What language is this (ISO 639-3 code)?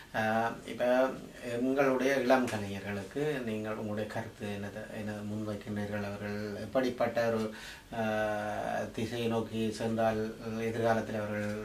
tam